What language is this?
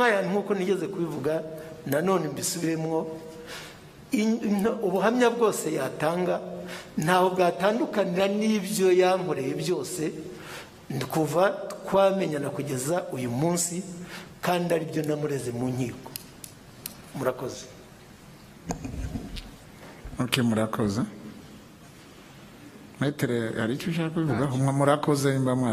Kinyarwanda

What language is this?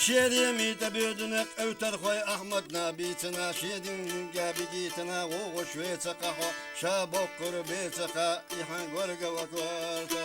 Chechen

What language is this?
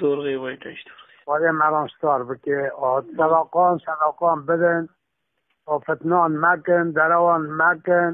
Kurdish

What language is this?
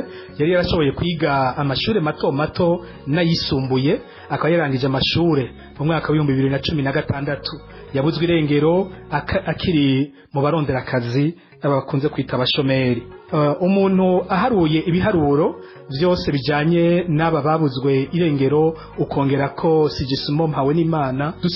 Rundi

